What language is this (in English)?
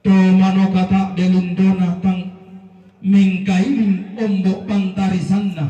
Toraja-Sa'dan